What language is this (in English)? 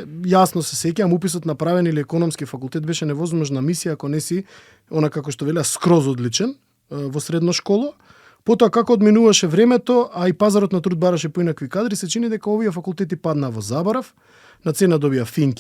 Macedonian